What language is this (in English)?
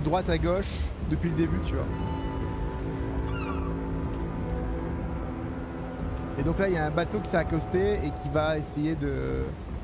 French